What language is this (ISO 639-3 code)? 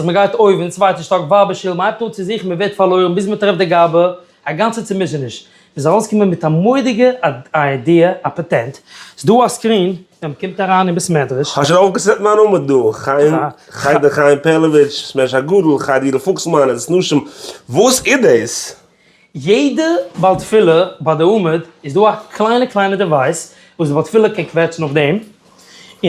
yid